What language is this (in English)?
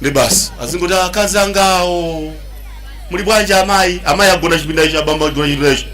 Nyanja